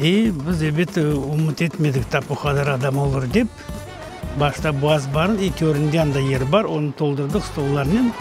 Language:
Crimean Tatar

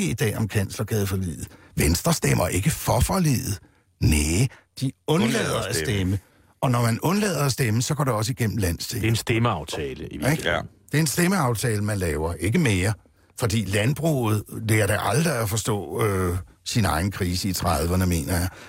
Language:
Danish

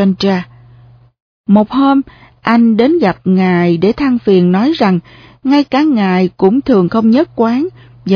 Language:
Vietnamese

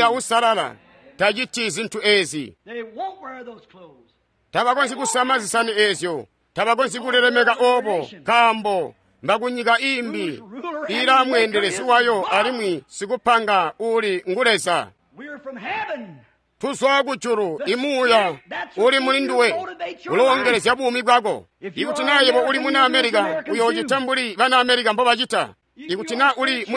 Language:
Tonga (Zambia)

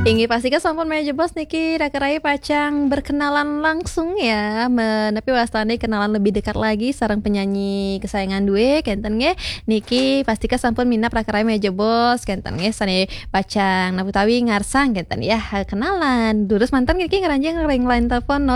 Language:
Balinese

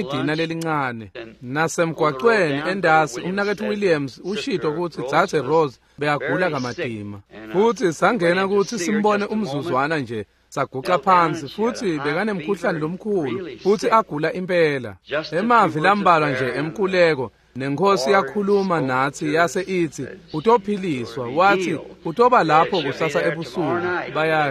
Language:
Swati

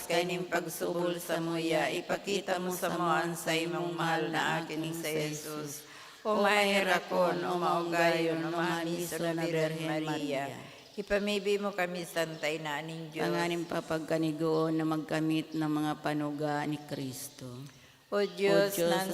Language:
Bikol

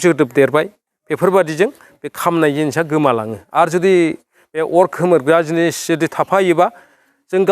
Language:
Bodo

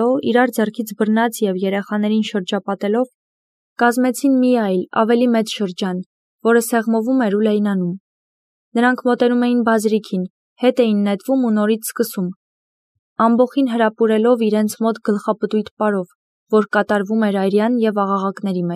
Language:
Armenian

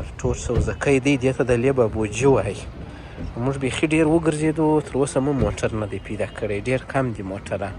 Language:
Pashto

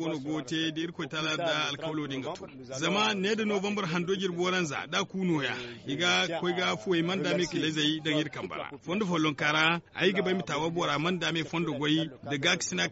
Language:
Zarma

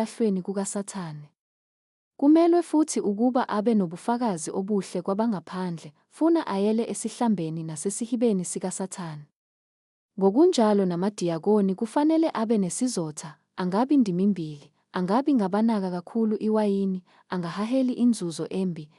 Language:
Zulu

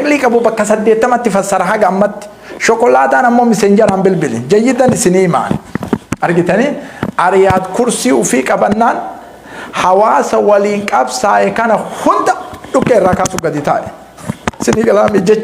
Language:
Oromo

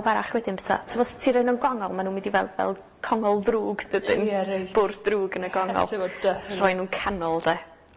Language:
Welsh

